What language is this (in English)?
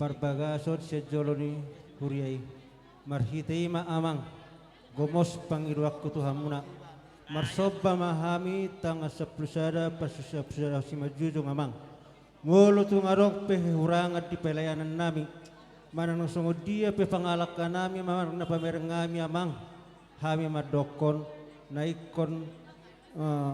Batak Toba